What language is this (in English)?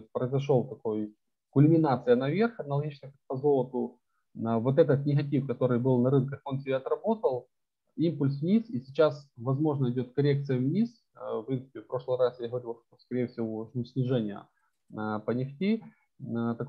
Russian